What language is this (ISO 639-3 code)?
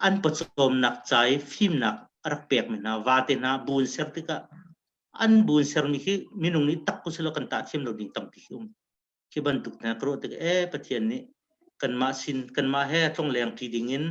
cnh